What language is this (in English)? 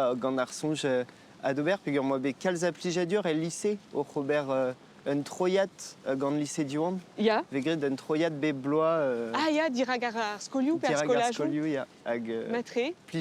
Breton